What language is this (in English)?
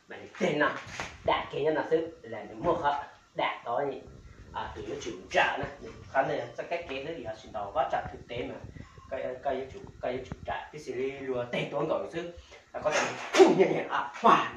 Hmong